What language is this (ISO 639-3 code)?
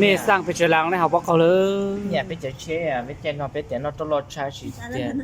hmn